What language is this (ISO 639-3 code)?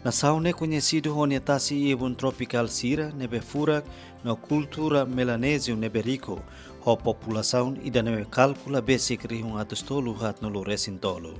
tet